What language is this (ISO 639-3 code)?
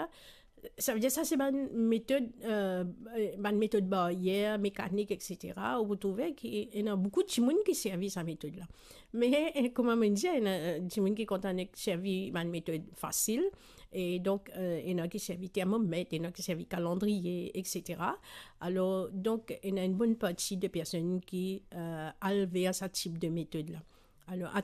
mfe